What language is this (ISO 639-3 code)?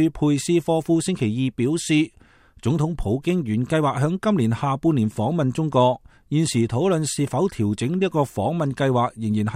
yue